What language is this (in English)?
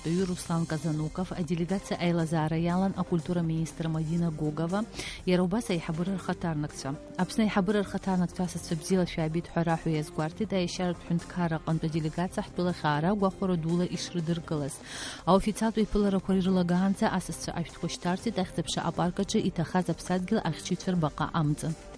Abkhazian